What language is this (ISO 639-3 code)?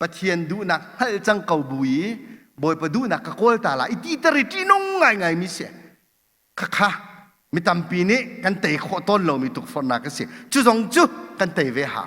cnh